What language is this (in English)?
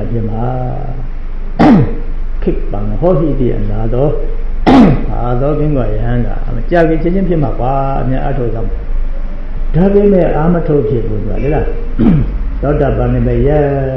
Burmese